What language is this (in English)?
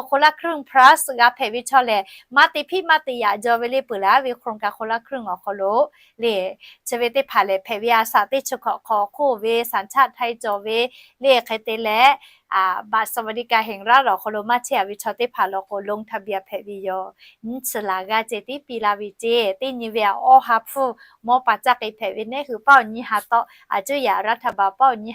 Lahu